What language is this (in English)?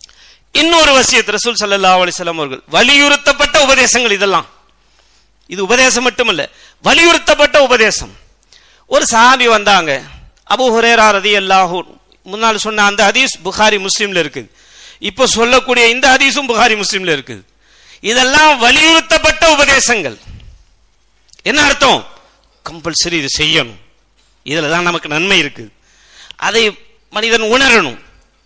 Tamil